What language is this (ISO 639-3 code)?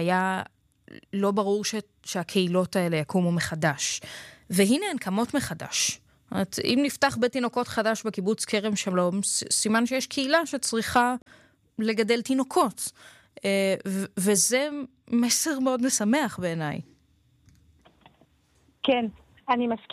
heb